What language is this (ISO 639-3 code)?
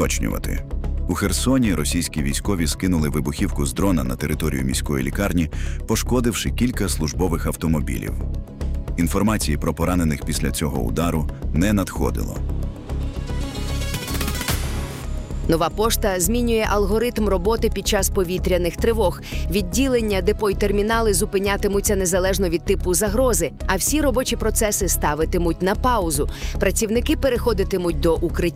ukr